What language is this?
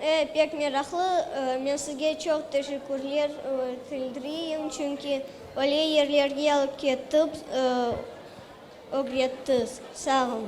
Crimean Tatar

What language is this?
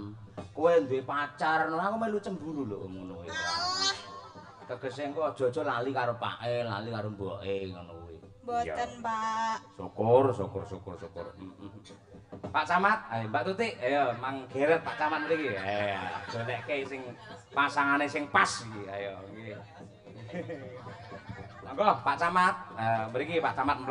Javanese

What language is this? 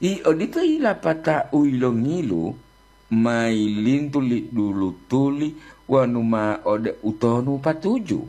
Gorontalo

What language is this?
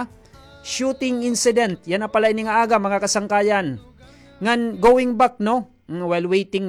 Waray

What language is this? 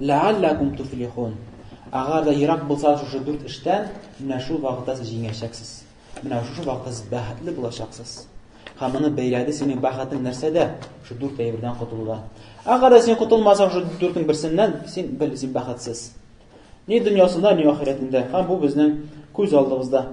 Tatar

